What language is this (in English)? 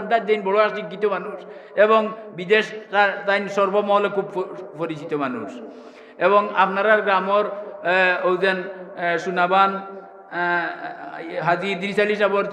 Sylheti